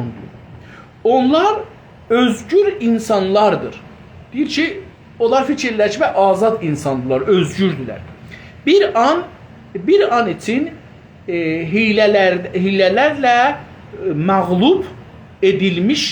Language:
South Azerbaijani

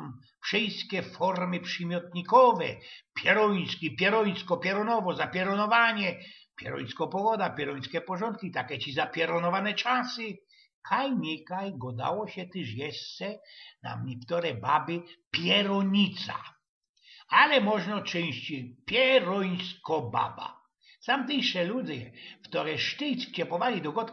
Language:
Silesian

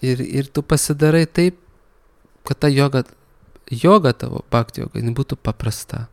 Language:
Lithuanian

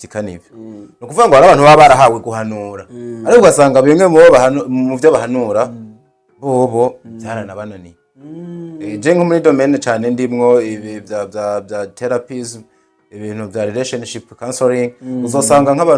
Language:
Rundi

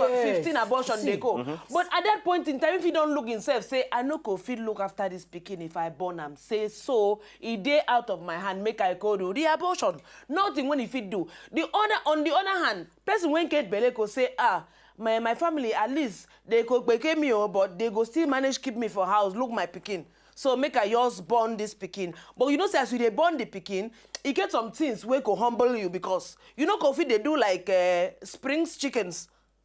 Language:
Nigerian Pidgin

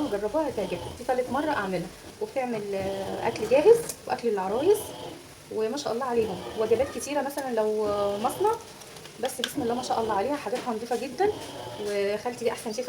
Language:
Egyptian Arabic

